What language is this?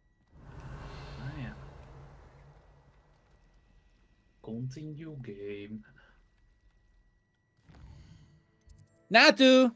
Dutch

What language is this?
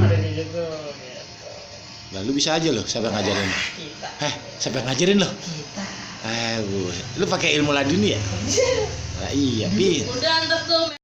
Betawi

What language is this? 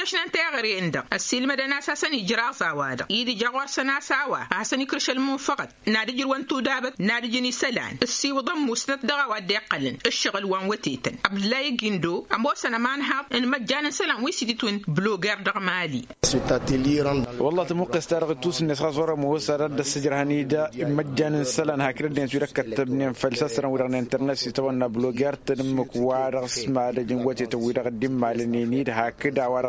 Tamasheq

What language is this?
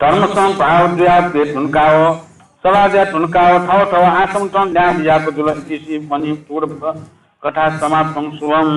Newari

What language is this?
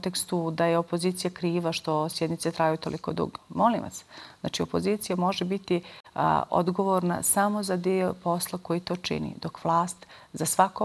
Bosnian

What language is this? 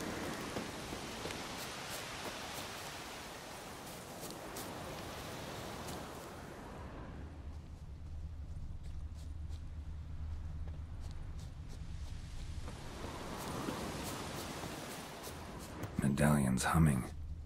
English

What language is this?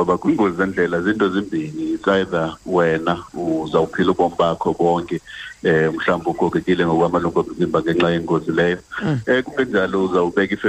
Xhosa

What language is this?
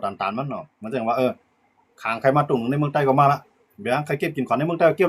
Shan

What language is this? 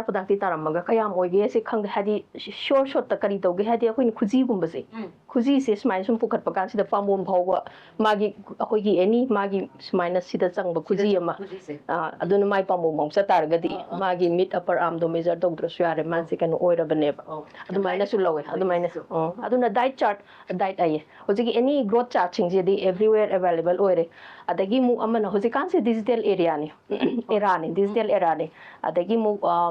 Manipuri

